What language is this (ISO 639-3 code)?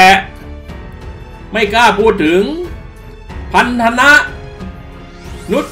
tha